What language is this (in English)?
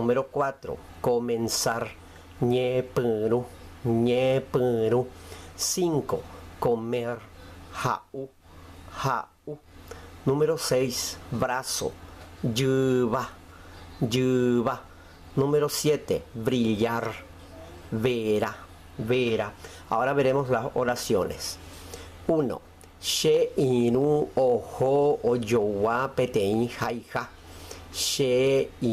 Guarani